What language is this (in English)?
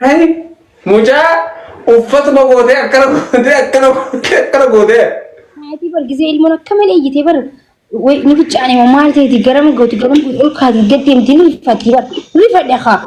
Oromo